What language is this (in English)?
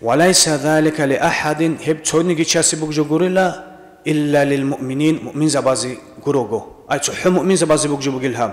Avaric